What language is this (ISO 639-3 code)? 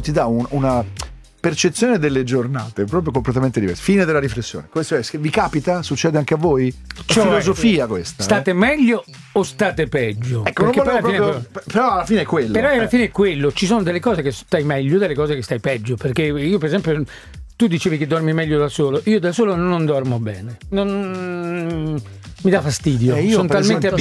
ita